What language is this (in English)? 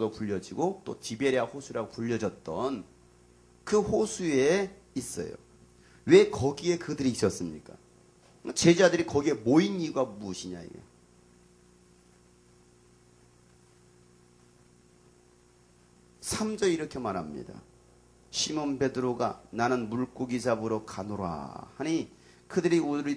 Korean